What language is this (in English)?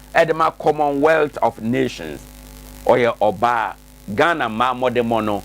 Akan